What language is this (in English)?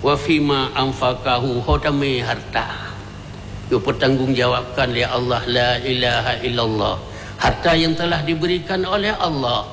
Achinese